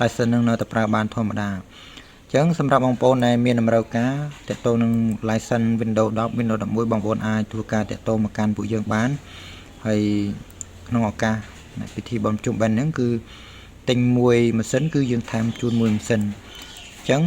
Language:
Khmer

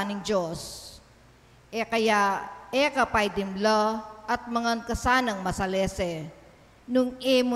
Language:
Pampanga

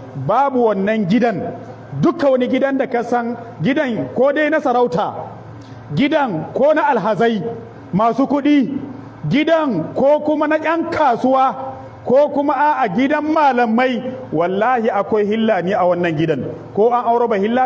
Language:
Hausa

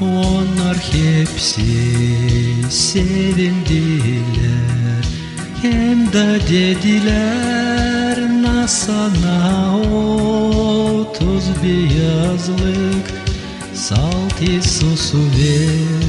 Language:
Gagauz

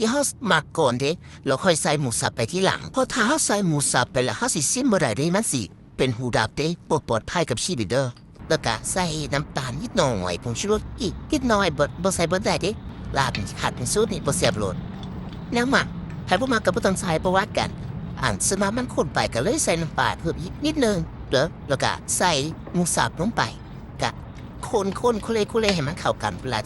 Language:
Northeastern Thai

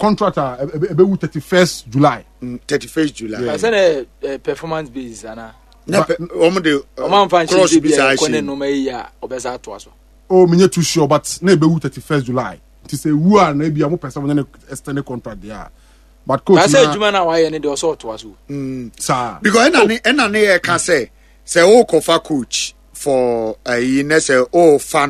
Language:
Akan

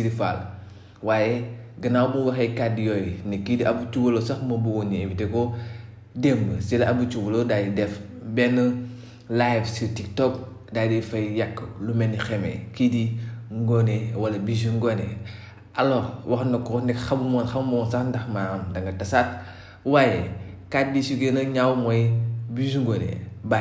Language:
Wolof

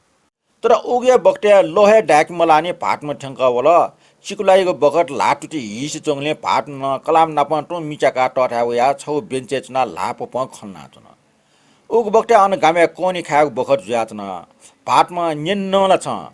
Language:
Newari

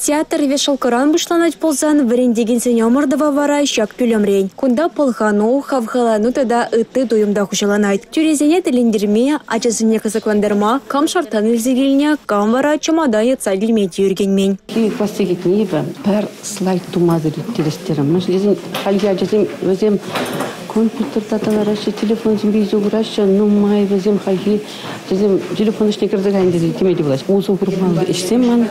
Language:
Chuvash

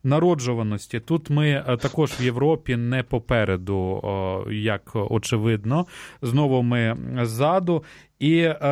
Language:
Ukrainian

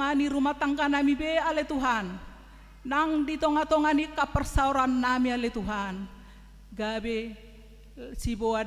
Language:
Batak Toba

